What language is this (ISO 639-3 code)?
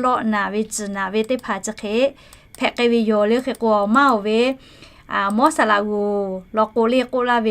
lhu